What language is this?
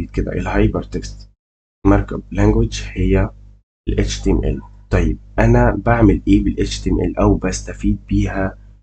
Egyptian Arabic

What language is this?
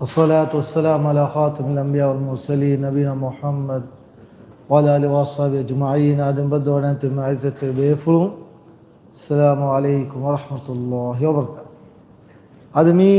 Divehi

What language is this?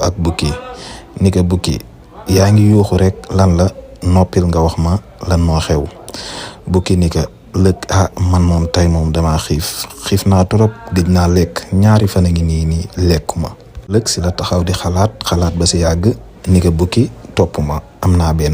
Wolof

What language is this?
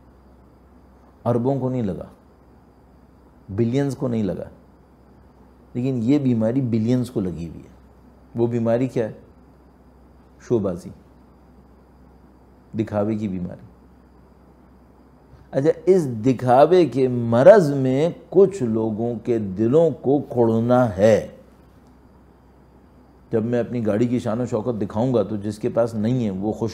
Urdu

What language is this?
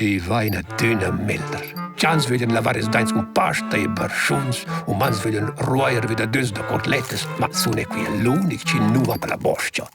Romansh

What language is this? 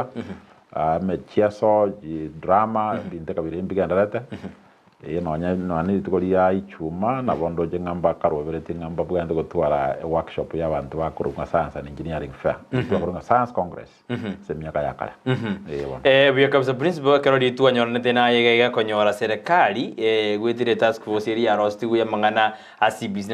Gusii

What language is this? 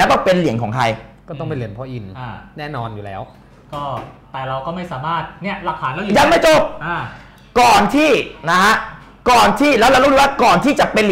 Thai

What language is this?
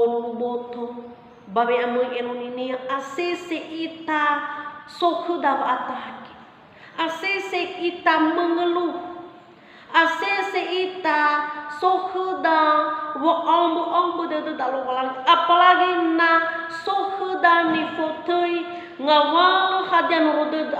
Nias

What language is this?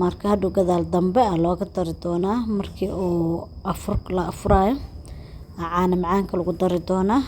Somali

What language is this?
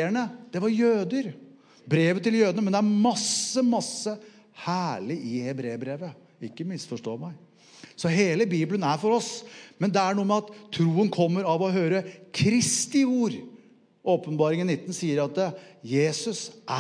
Norwegian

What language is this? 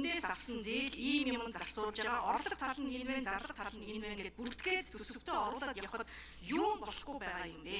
Mongolian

